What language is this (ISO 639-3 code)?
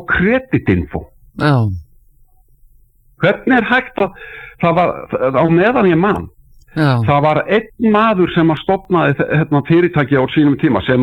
isl